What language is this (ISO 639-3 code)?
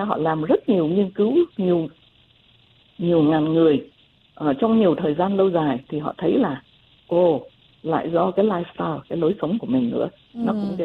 vie